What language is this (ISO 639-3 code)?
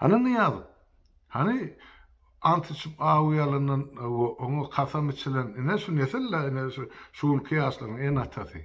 tuk